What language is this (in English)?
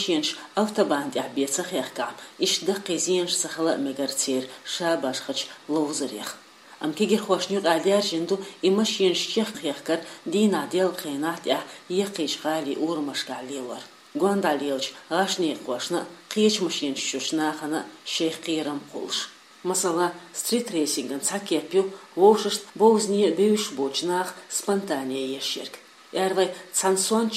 Chechen